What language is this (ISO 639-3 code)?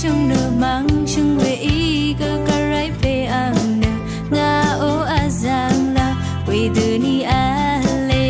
raw